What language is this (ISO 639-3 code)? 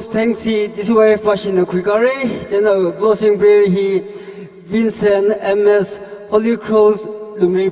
nmf